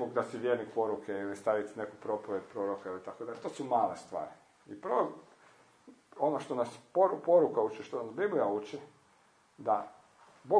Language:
Croatian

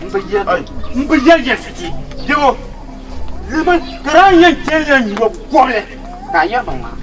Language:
Dagbani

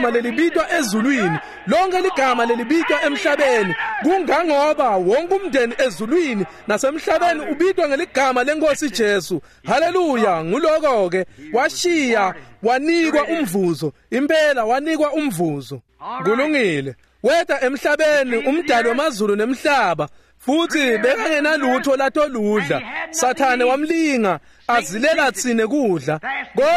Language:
Swati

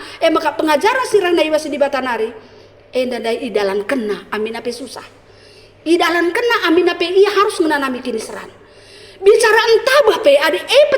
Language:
Batak Karo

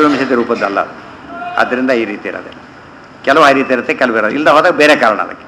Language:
Kannada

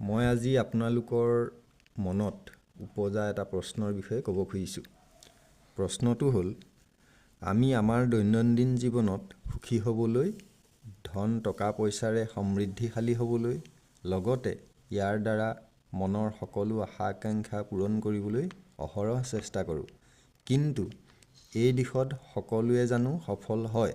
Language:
Assamese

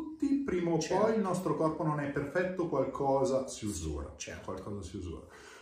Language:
Italian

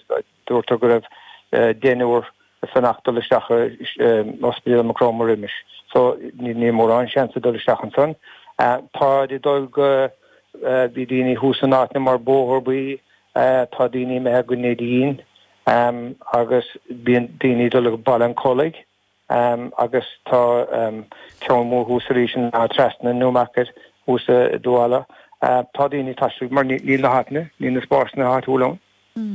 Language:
Irish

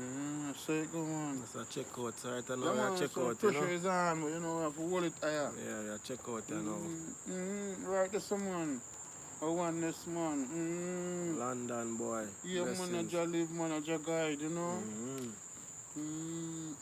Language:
Jamaican Creole English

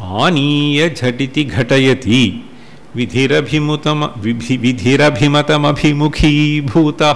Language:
Sanskrit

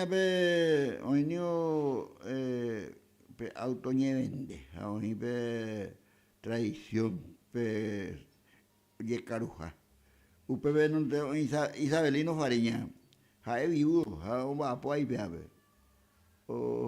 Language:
Guarani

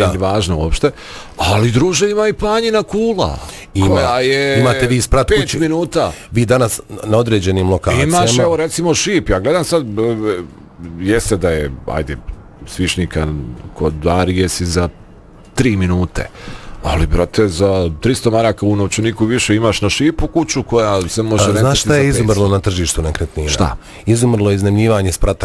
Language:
Bosnian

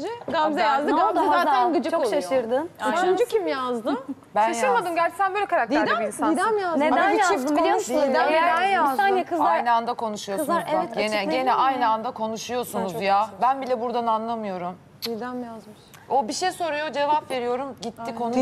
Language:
Turkish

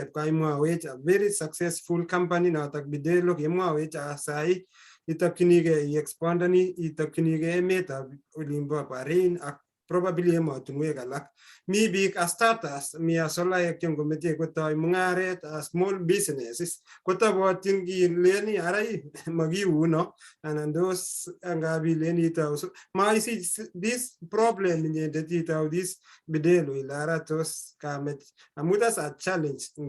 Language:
Kalenjin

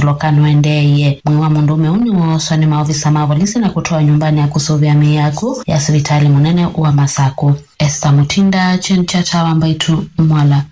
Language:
Kamba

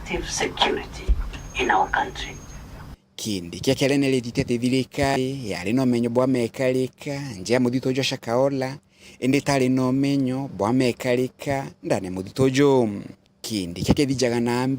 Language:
Meru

